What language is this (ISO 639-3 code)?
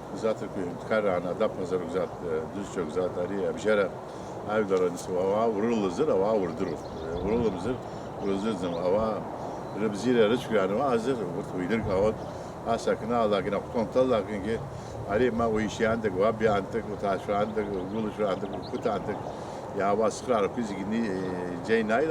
abk